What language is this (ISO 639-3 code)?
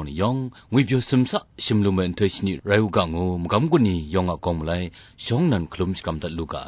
kac